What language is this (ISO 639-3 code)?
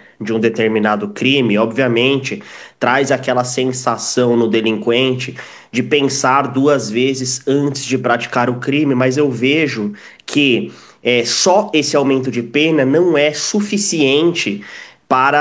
por